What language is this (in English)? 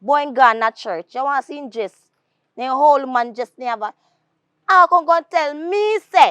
Jamaican Creole English